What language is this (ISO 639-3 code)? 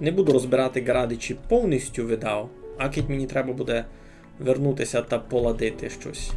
rue